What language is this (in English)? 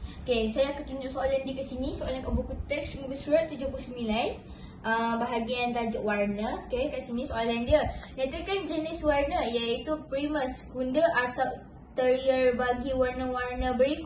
Malay